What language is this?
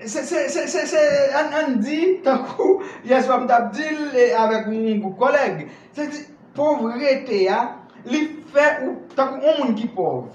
Haitian Creole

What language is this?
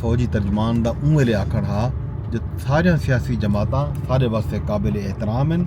Saraiki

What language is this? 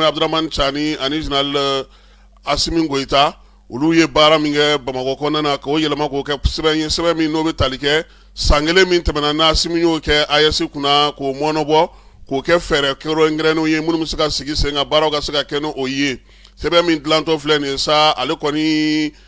Bambara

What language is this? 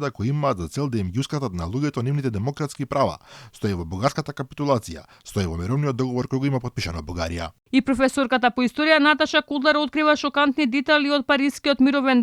Macedonian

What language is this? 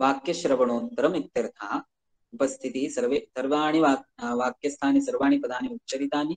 Sanskrit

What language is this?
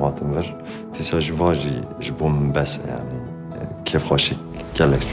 Kurdish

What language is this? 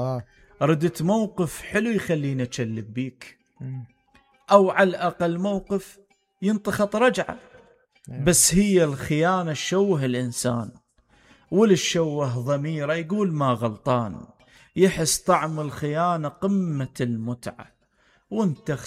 Mesopotamian Arabic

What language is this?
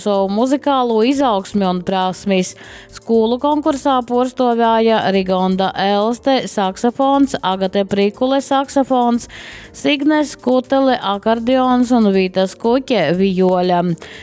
Latgalian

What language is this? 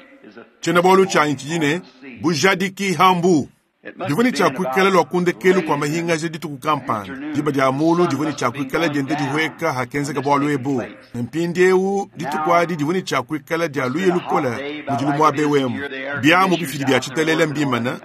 Luba-Lulua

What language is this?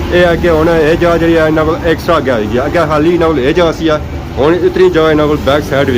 Pahari-Potwari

